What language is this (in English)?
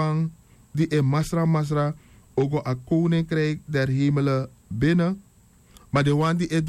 Sranan Tongo